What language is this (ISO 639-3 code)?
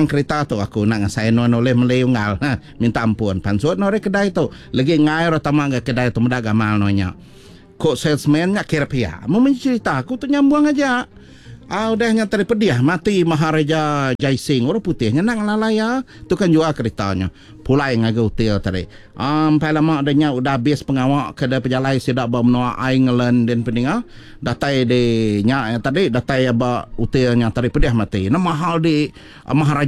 iba